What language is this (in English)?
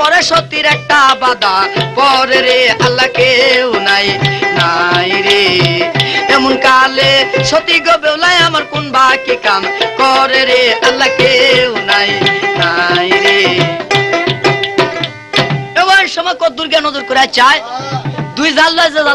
Bangla